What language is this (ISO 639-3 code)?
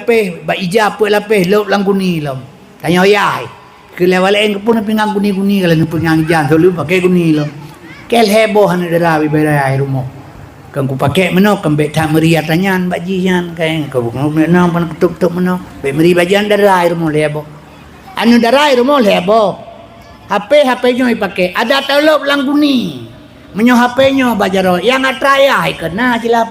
ace